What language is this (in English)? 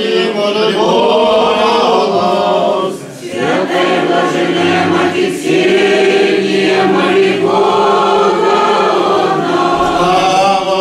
Russian